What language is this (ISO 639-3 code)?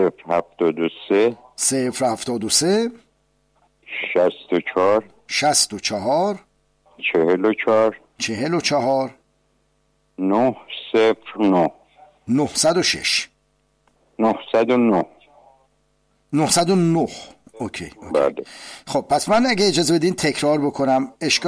fas